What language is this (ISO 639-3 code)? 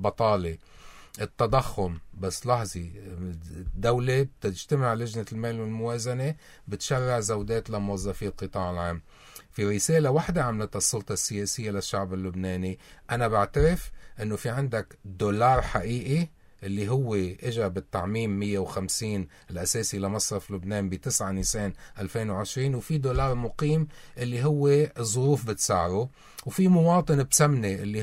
apc